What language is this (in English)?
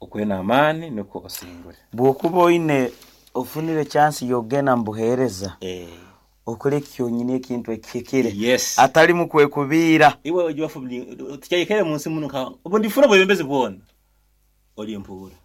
Nyoro